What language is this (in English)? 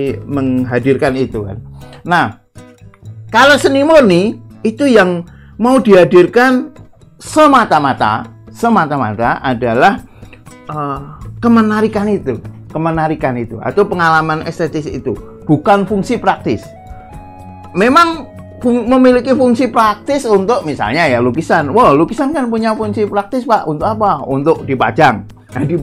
Indonesian